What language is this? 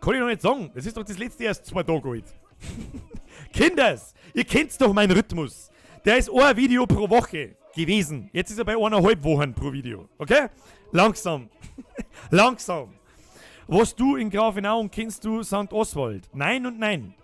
Bavarian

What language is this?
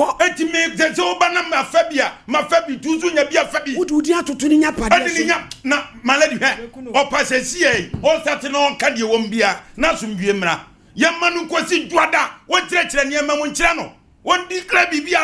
Akan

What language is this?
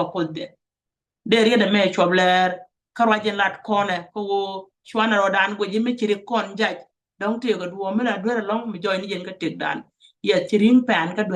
Nuer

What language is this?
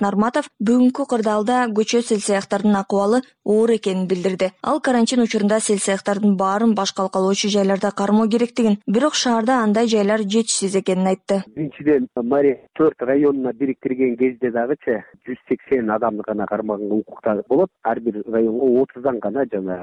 Kyrgyz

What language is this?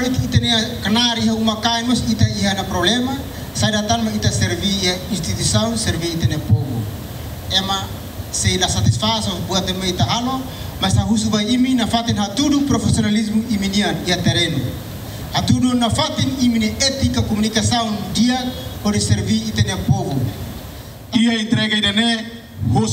Tetum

